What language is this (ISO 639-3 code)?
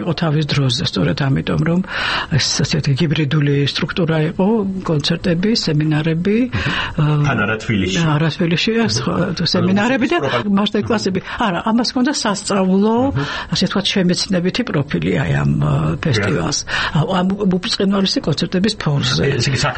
kat